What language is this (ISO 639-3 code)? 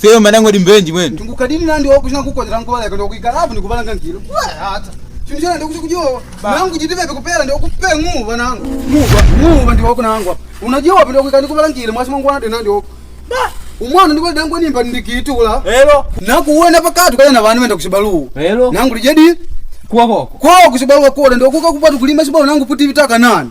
kde